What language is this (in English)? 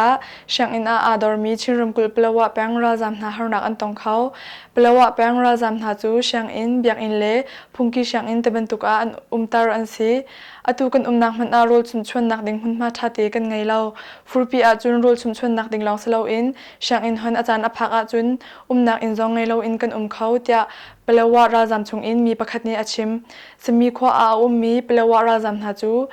Hakha Chin